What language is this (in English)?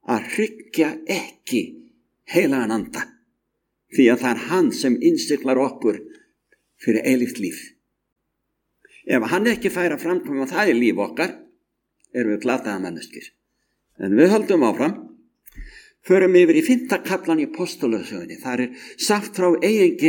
Icelandic